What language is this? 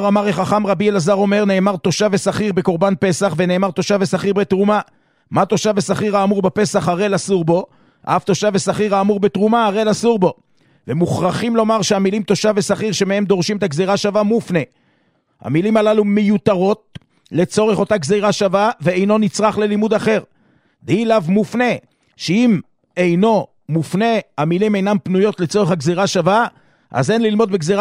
Hebrew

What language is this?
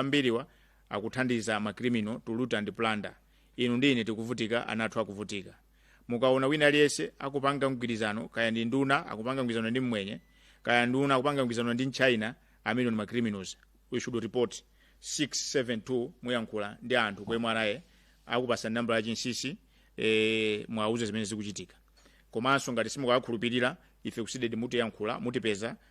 Nyanja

